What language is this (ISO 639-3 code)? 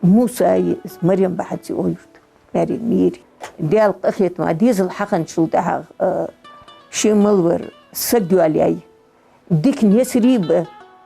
inh